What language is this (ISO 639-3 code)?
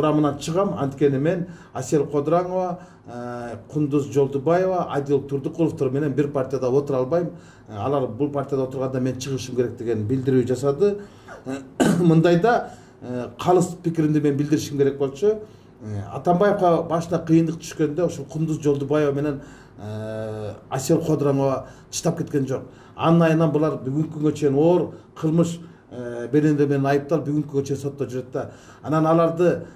kir